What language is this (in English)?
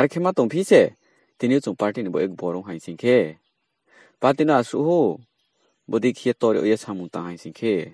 Riang (India)